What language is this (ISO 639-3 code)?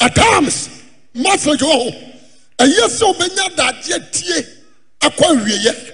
aka